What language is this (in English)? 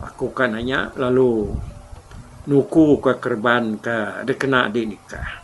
Iban